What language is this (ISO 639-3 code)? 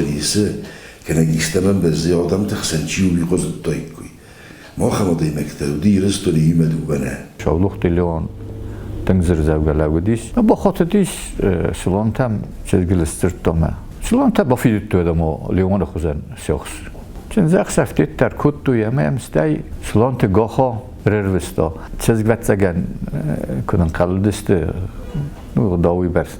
oss